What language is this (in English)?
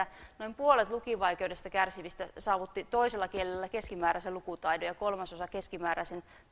Finnish